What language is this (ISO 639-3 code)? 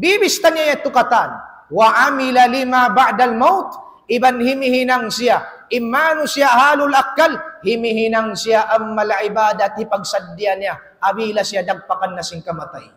tsg